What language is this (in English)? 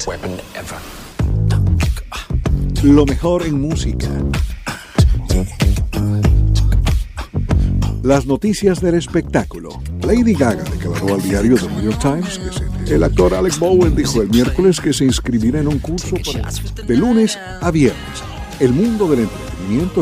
Spanish